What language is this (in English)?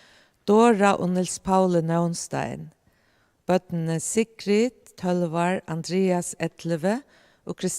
Faroese